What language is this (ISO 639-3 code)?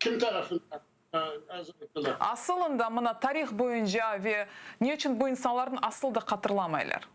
crh